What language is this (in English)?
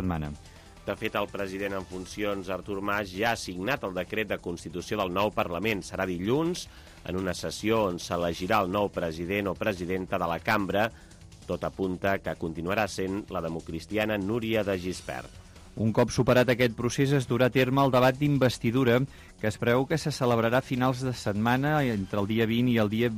Catalan